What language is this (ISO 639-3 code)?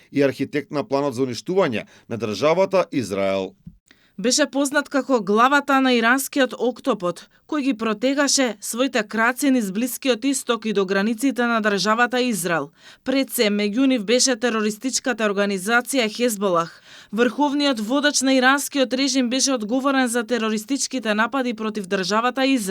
mkd